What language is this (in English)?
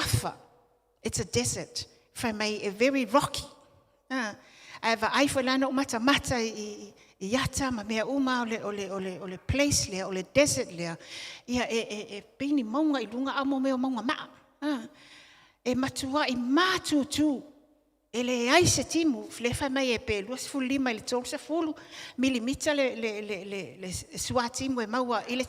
Samoan